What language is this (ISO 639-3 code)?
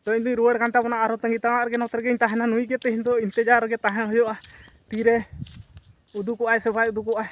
sat